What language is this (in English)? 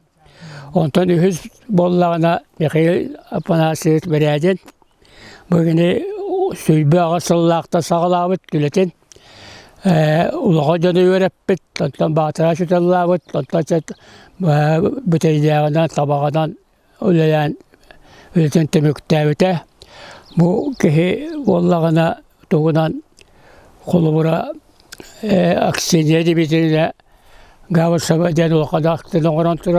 Yakut